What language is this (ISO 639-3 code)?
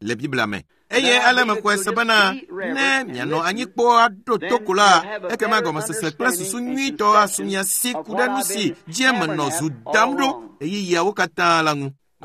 ewe